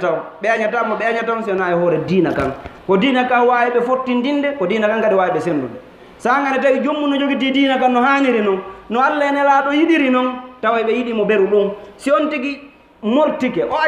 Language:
Fula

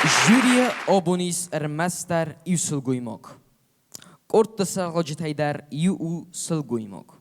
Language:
Ossetic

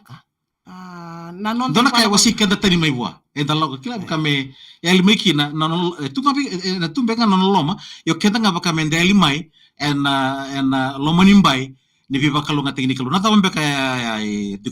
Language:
Fijian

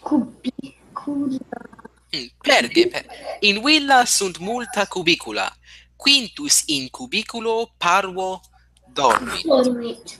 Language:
Latin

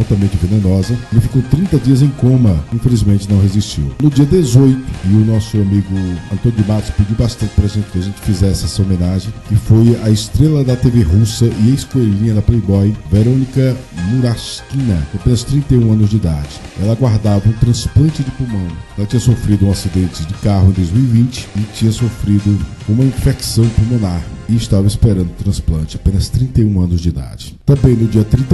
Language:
Portuguese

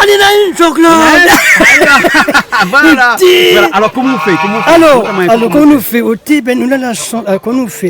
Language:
Réunion Creole French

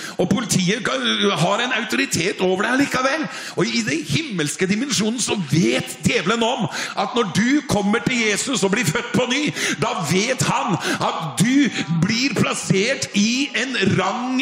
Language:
Norwegian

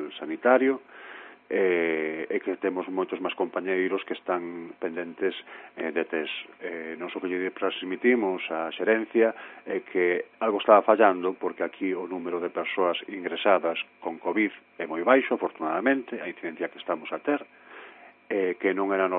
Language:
Galician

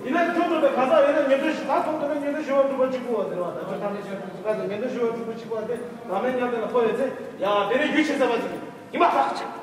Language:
Tibetan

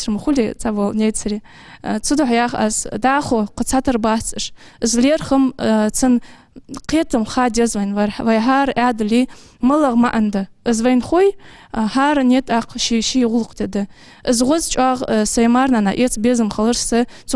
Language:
Ingush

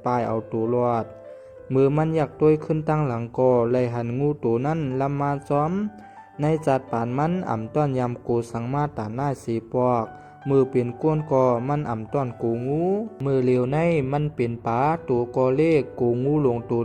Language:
Shan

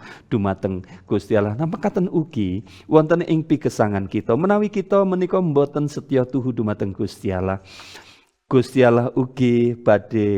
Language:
Javanese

